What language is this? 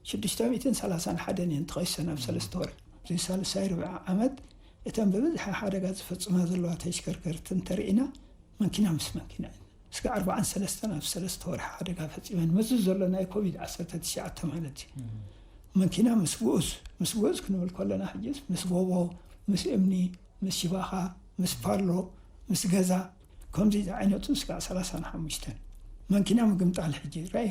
Tigrinya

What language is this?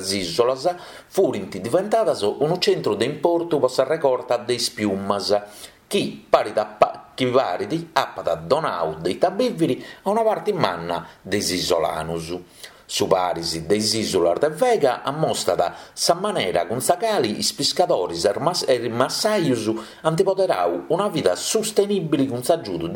Sardinian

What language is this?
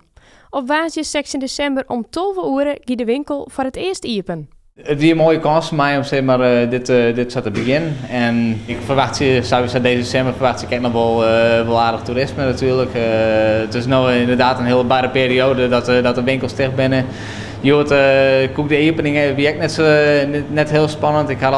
Western Frisian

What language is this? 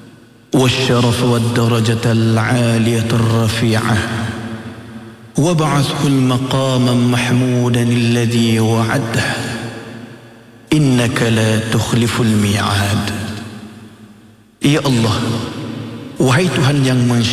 Malay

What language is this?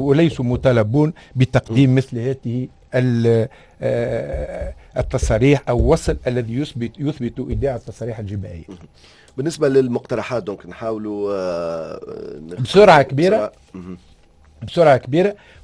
Tunisian Arabic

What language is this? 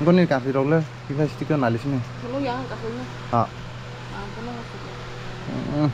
Kok Borok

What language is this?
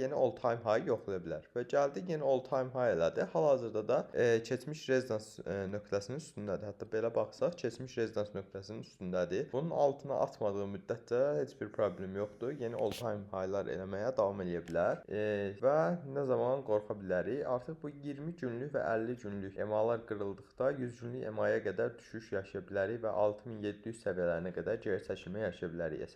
Azerbaijani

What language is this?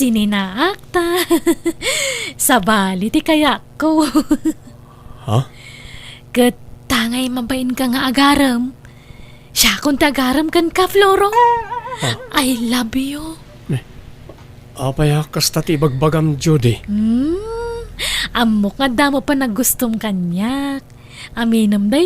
Iloko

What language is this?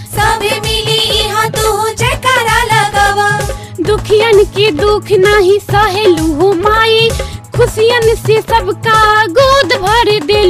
Bhojpuri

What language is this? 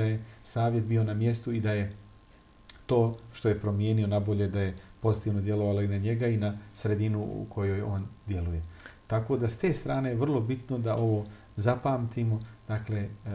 Bosnian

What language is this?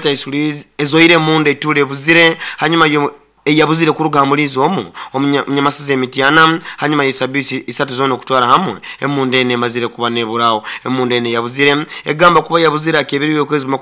Nyoro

